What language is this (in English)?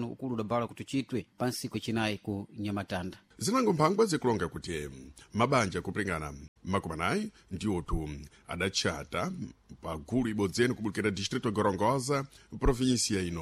Sena